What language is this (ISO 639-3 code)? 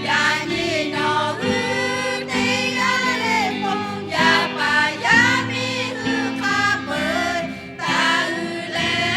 lhu